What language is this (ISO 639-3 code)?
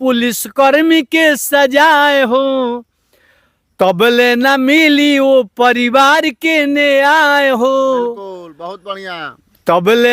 bho